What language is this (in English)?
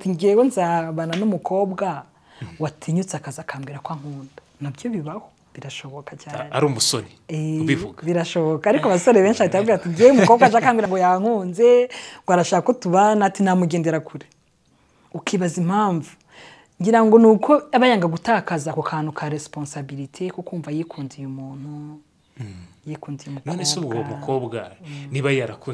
Kinyarwanda